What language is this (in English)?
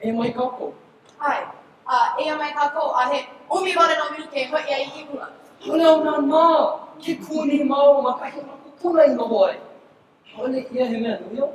Hawaiian